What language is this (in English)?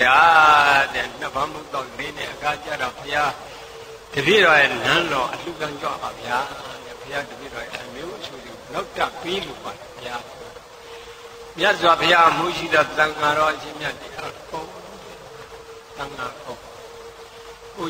Burmese